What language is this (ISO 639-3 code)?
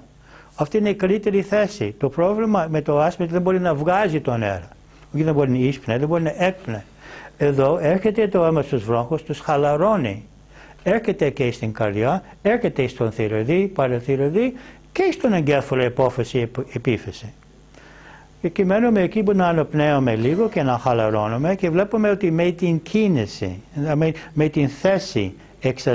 ell